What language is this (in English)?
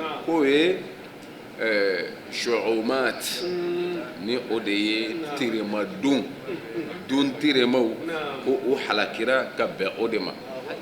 Bambara